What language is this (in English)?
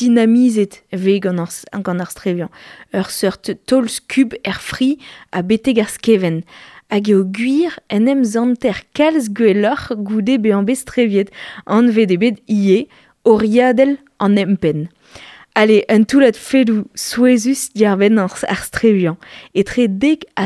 Breton